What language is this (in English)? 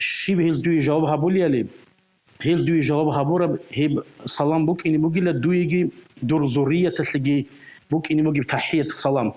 Avaric